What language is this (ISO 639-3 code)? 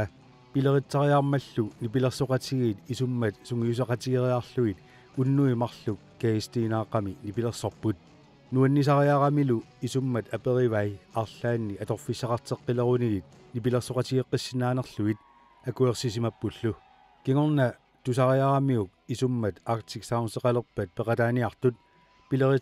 kal